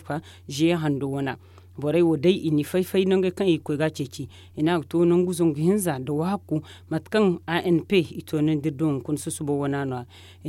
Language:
Zarma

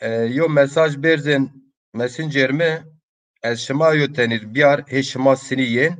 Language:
Zaza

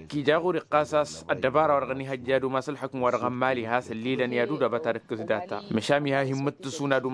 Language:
Tamasheq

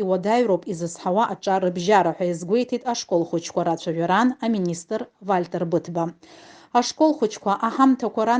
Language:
Abkhazian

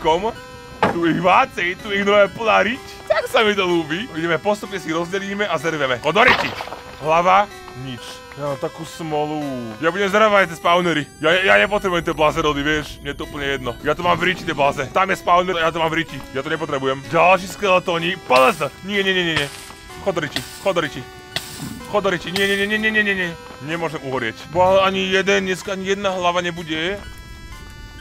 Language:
Slovak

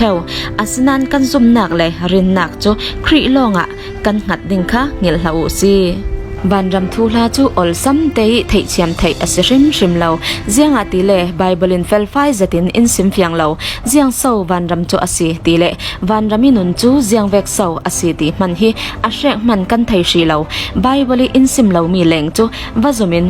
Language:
Falam Chin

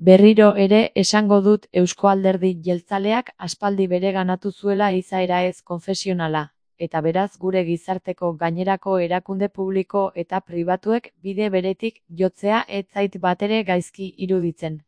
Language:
Basque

